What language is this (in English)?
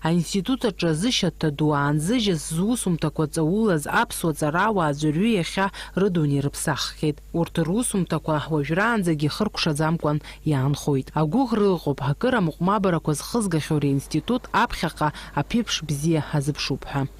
Abkhazian